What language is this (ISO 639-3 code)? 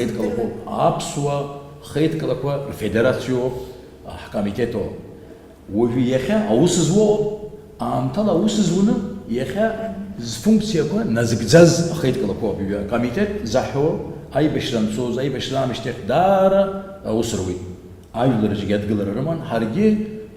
abk